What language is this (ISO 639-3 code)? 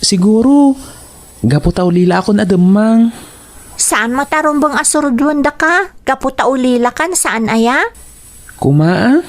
ilo